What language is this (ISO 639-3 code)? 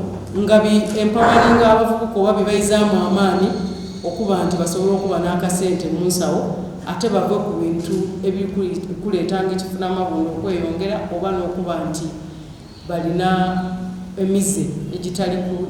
xog